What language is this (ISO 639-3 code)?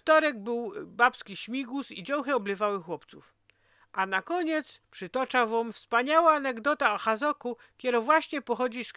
szl